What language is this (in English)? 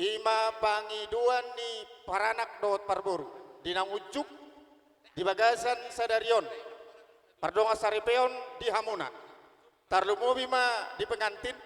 Batak Toba